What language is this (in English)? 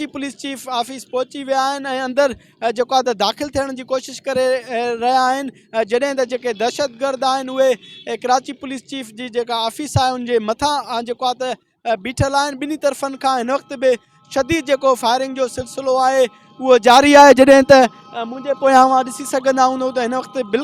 Sindhi